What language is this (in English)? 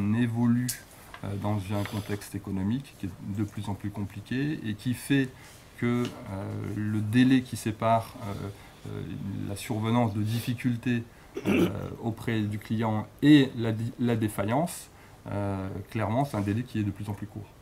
French